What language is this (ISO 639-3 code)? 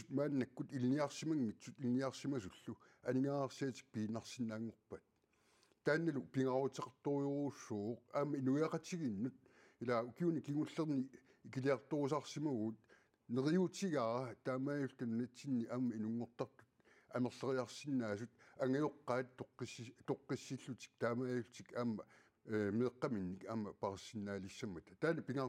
kal